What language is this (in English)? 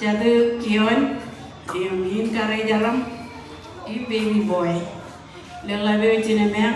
Marshallese